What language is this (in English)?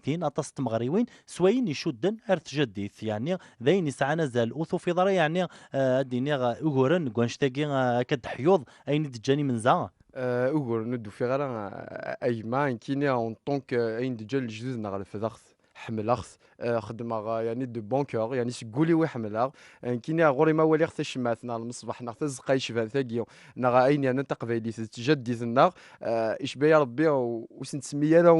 Kabyle